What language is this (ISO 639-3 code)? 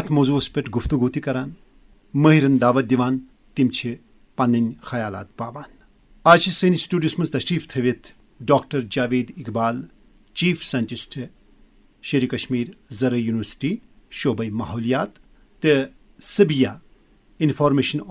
kas